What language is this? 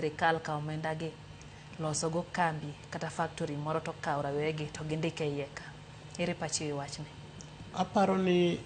Luo (Kenya and Tanzania)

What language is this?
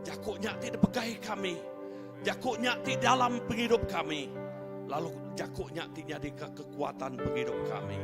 Iban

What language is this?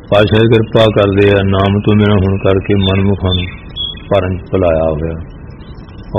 Punjabi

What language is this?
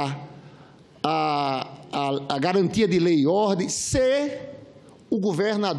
Portuguese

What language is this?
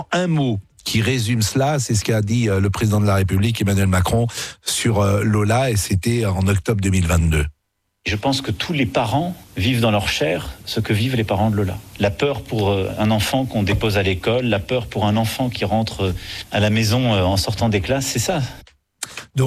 French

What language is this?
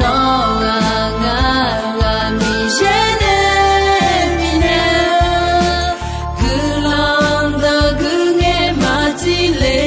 Akha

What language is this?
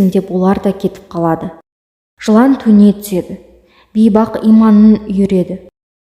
Kazakh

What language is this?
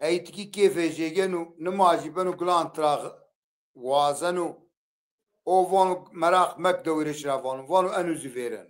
Zaza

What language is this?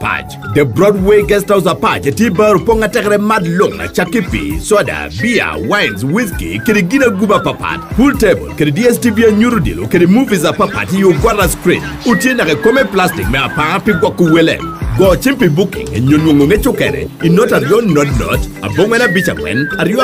Lango (Uganda)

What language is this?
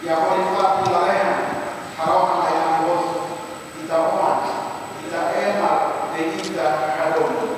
Tetum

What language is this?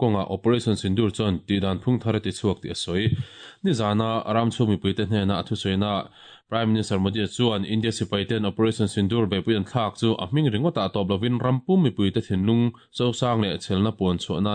Mizo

